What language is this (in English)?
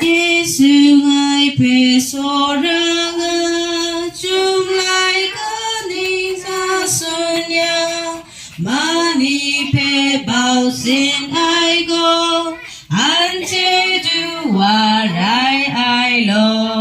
Kachin